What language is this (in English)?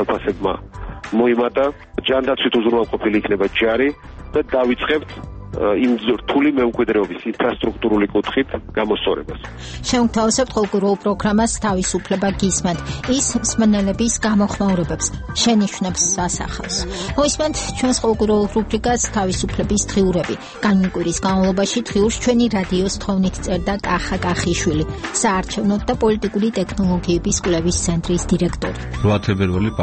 Georgian